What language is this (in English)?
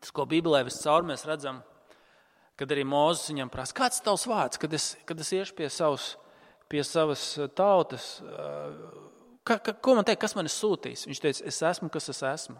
Latvian